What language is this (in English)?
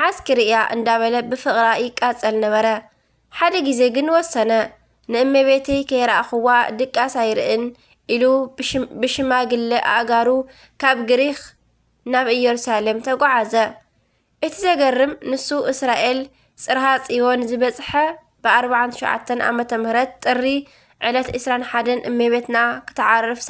Tigrinya